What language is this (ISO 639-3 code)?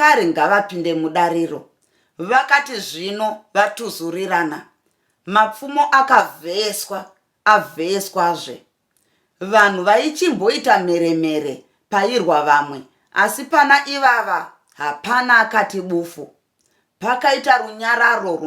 sna